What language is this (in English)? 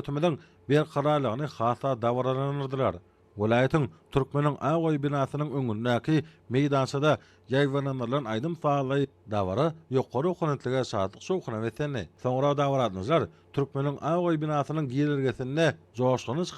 Turkmen